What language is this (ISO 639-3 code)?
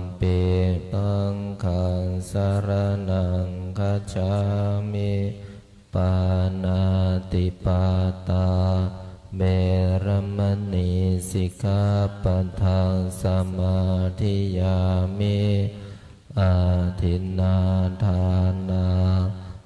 pli